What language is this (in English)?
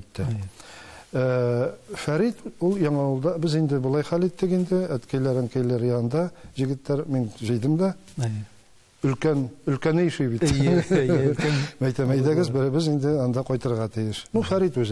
Tatar